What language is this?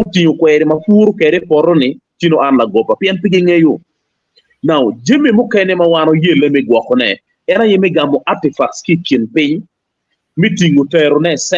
Acoli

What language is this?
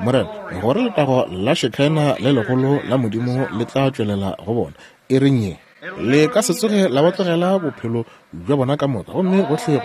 Northern Sotho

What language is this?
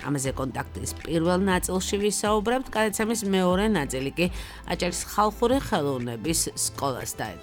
Georgian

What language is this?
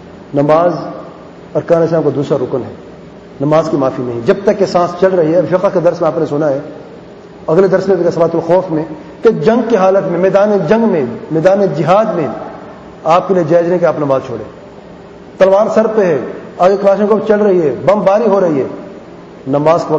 Urdu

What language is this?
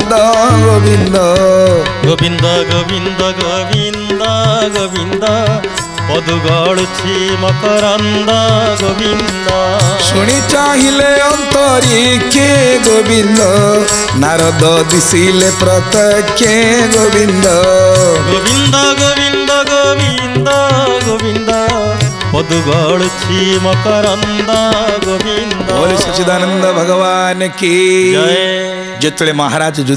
Odia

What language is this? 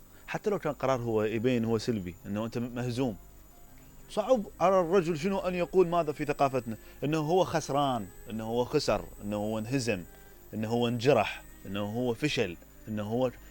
Mesopotamian Arabic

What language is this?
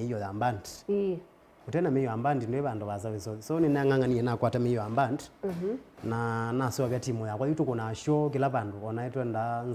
Kamba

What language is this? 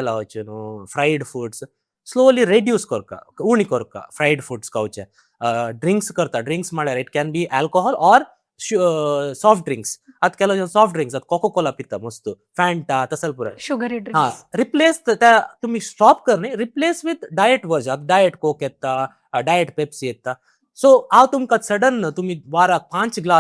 Konkani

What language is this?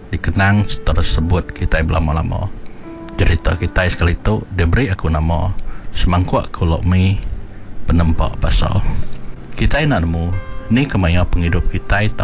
Iban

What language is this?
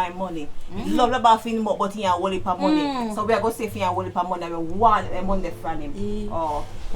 Jamaican Creole English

